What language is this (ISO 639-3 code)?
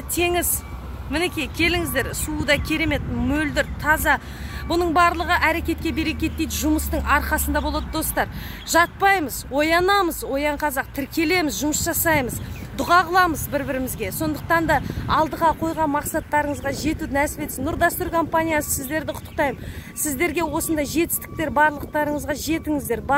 kaz